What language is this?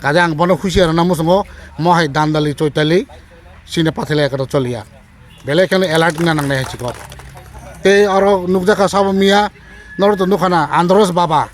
Kok Borok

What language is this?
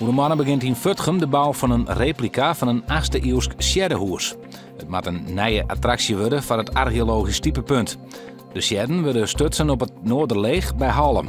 Western Frisian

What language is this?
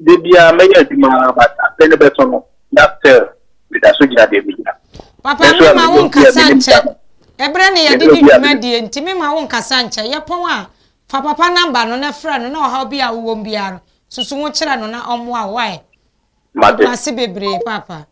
Akan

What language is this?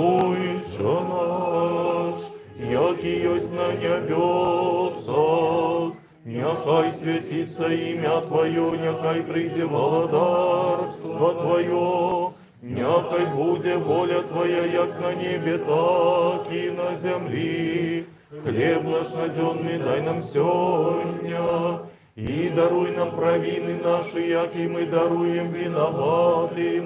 Belarusian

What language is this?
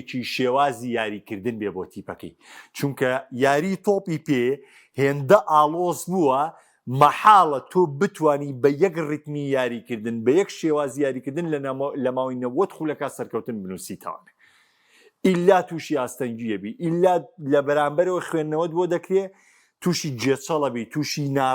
Central Kurdish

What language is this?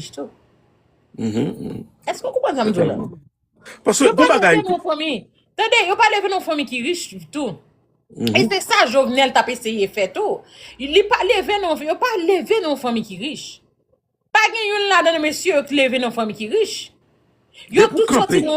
Haitian Creole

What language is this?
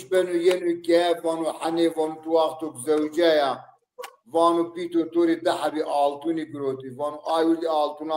Zaza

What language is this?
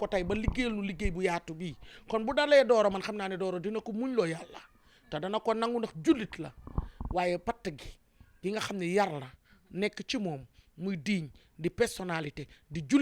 Wolof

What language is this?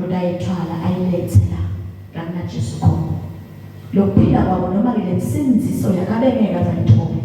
Zulu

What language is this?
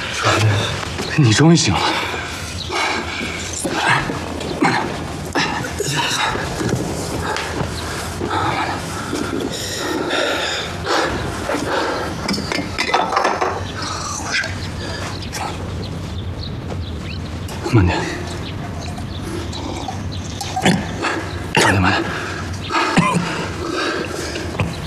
Chinese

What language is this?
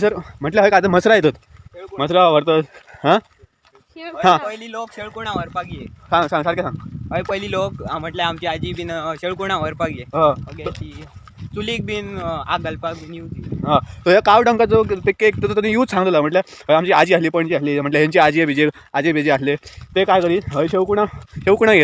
Konkani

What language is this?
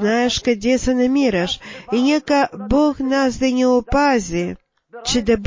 Bulgarian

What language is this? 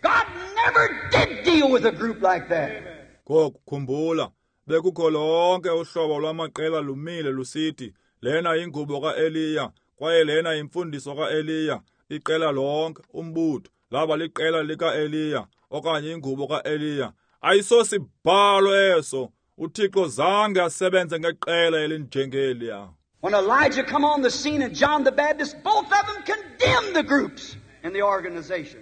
Xhosa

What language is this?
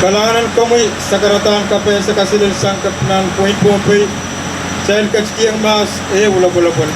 Pohnpeian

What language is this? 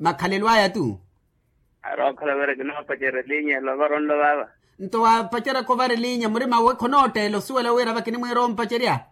Makhuwa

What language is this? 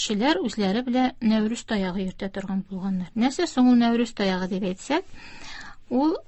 Tatar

